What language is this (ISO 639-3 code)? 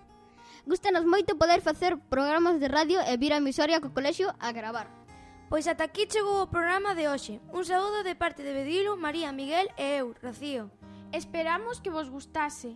glg